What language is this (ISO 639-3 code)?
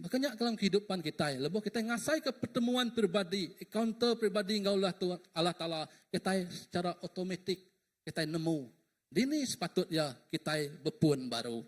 iba